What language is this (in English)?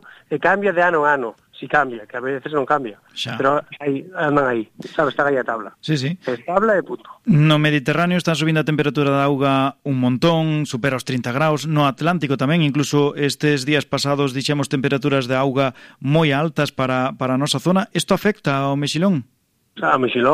Galician